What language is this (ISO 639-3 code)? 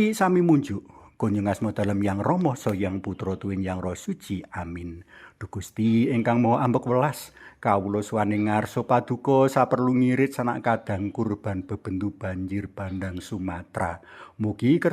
jav